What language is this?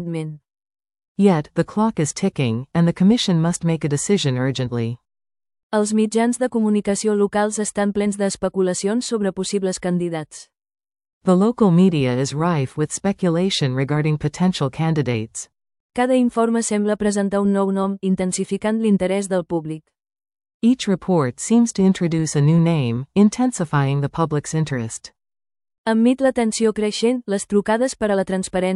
Catalan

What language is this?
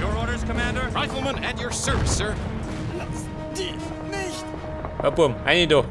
Bavarian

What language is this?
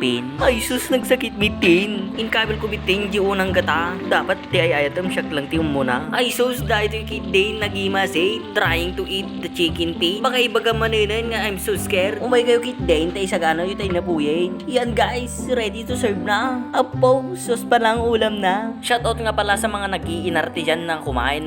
Iloko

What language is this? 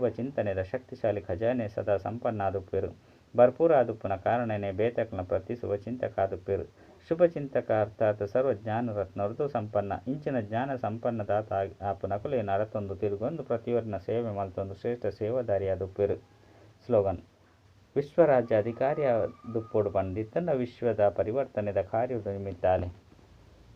Tulu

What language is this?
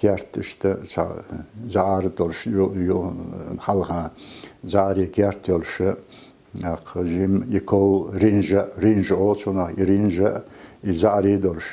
Chechen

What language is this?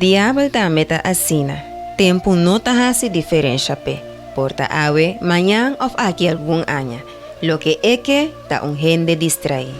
Papiamento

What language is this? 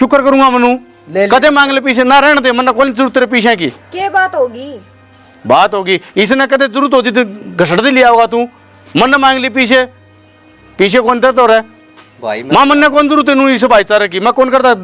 Haryanvi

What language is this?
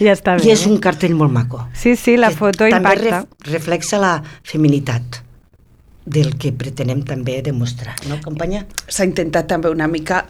Catalan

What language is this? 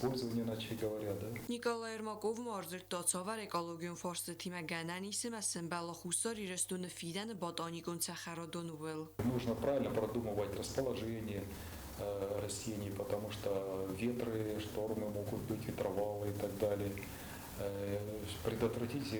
Ossetic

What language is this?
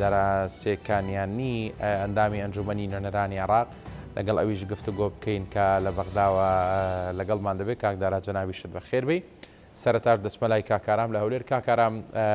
Central Kurdish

